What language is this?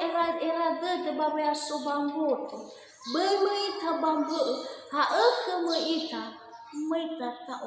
Nias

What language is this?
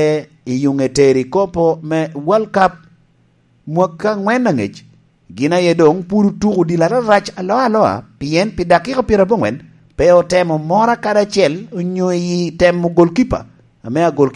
Lango (Uganda)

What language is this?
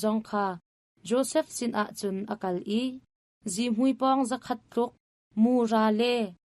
Hakha Chin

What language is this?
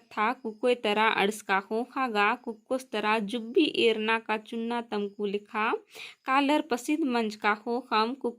Kurukh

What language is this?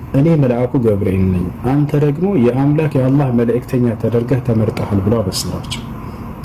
Amharic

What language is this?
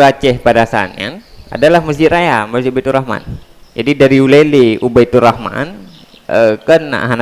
Achinese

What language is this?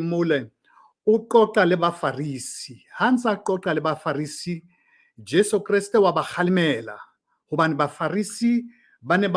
Southern Sotho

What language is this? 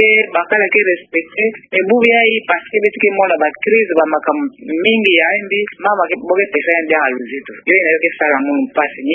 Kituba (Democratic Republic of Congo)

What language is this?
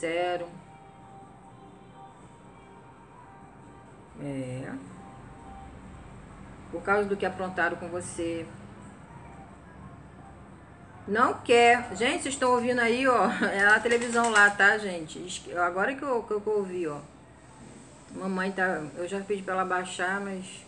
Portuguese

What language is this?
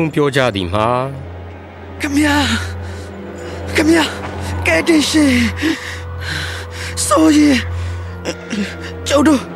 Burmese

